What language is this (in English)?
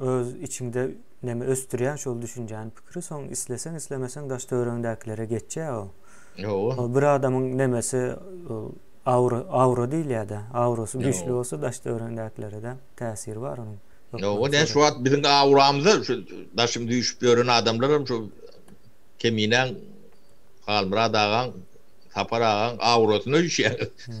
Turkmen